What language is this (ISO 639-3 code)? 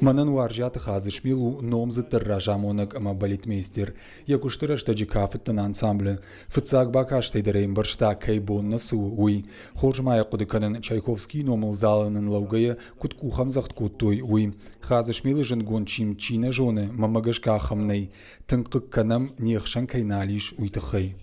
oss